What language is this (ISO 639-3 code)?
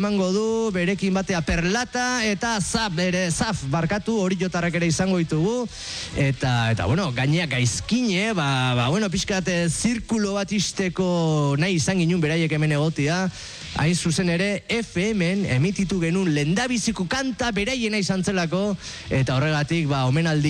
eus